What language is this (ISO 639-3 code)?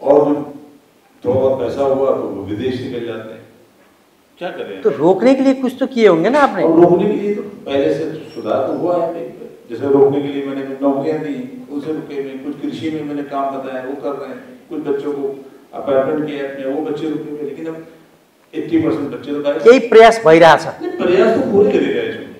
nep